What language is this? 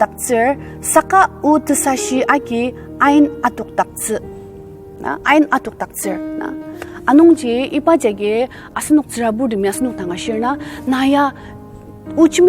Ao Naga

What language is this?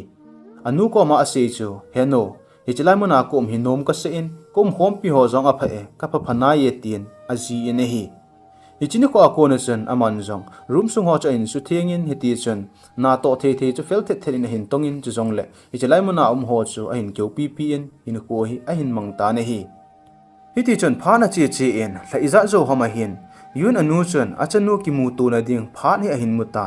Thado Chin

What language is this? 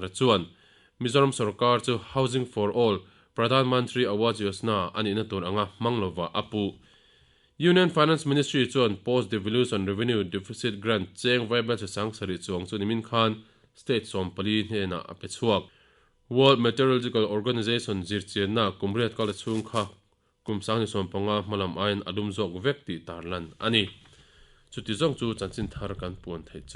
Mizo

